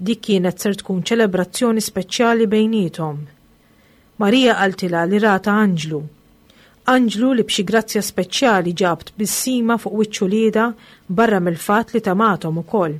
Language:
Maltese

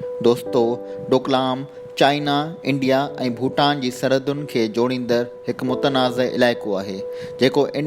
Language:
Sindhi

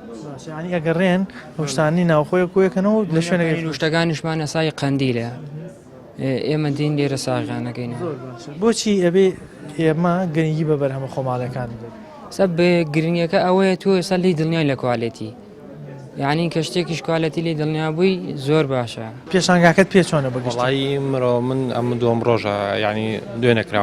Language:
Central Kurdish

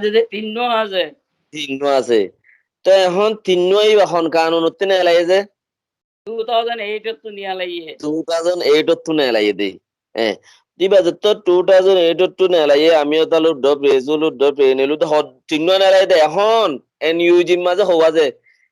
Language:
Rohingya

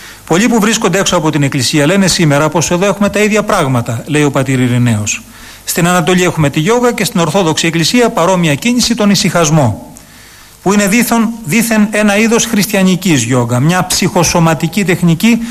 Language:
Greek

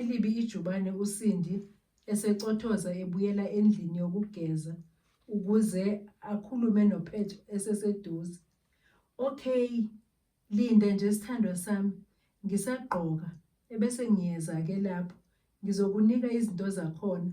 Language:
Zulu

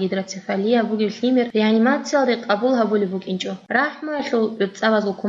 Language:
Avaric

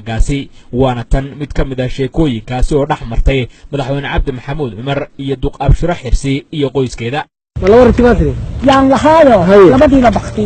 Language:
Somali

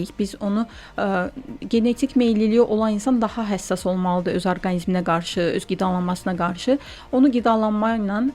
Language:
Azerbaijani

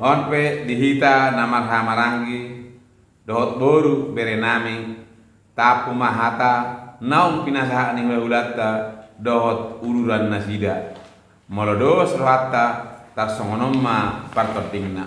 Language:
Batak Toba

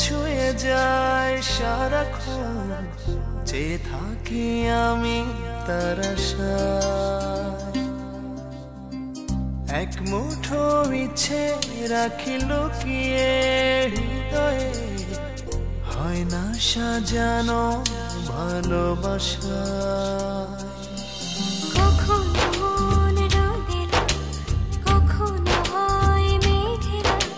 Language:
Bangla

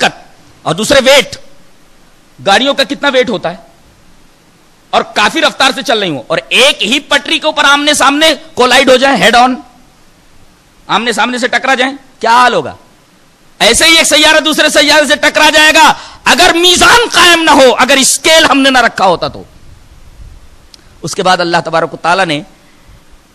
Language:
Urdu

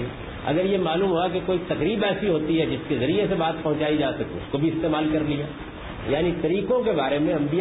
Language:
Urdu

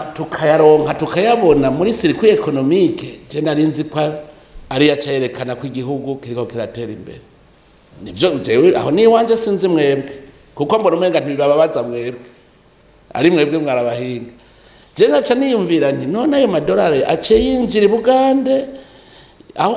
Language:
Rundi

